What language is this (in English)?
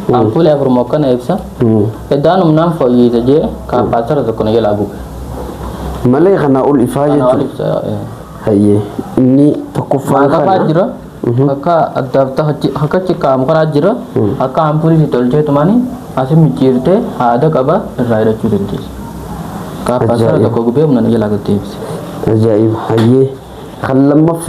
Oromo